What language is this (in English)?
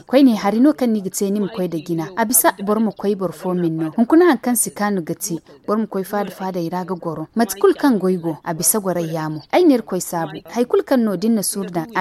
Zarma